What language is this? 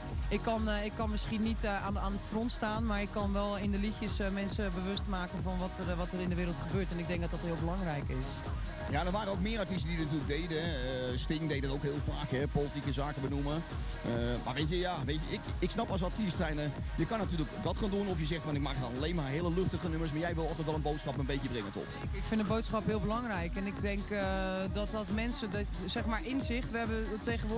Dutch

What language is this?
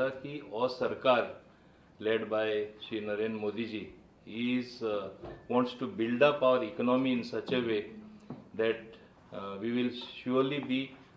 Konkani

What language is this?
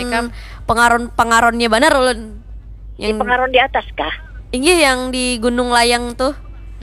Banjar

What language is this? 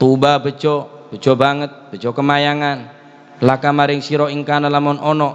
Madurese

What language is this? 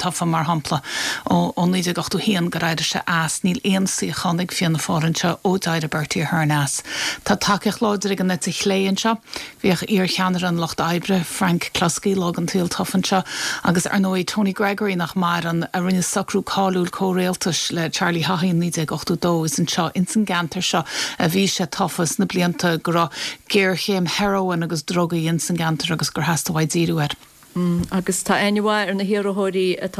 Irish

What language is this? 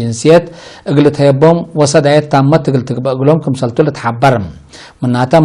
Tigre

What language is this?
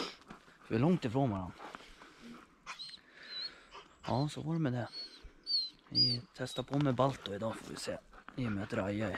Swedish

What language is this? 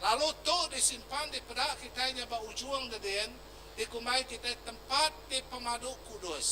Iban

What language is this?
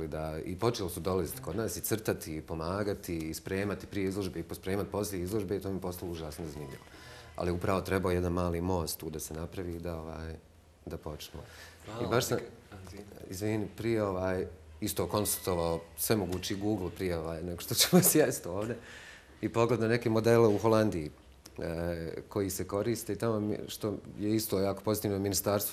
Bosnian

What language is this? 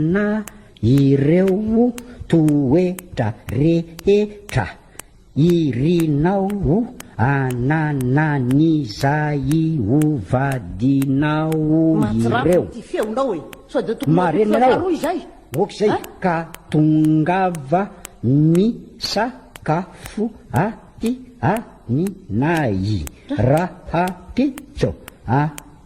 Malagasy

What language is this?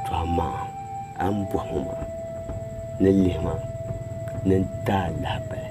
Dagbani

